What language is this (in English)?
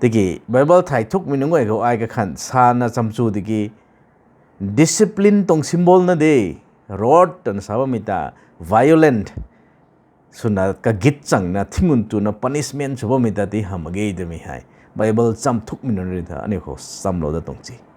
Rongmei Naga